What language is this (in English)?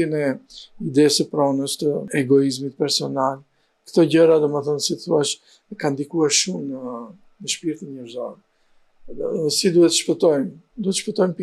Albanian